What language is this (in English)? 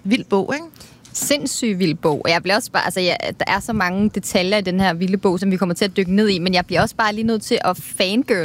Danish